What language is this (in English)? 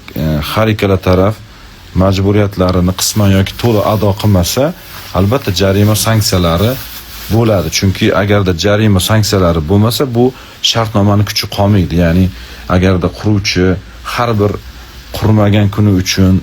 Uzbek